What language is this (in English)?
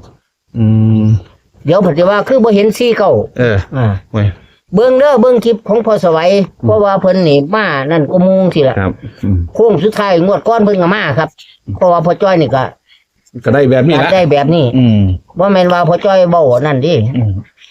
Northeastern Thai